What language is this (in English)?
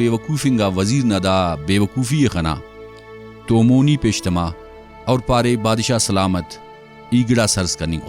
Brahui